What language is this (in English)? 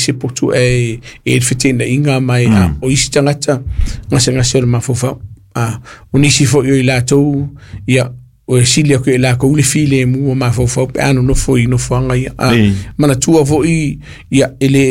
Samoan